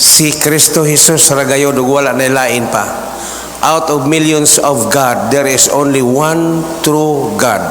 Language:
Cebuano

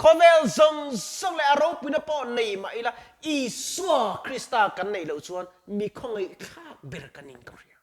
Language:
Mizo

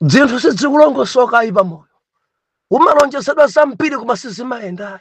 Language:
Nyanja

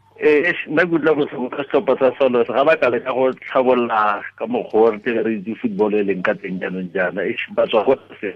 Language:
Tswana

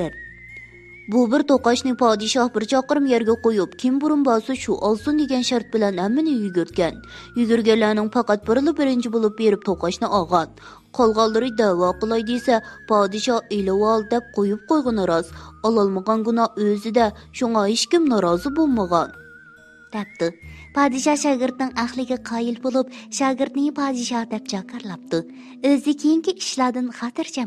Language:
Uyghur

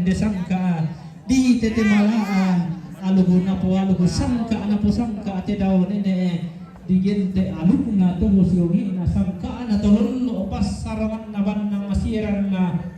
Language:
Toraja-Sa'dan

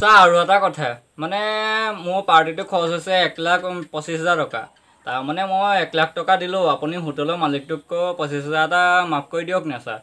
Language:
Assamese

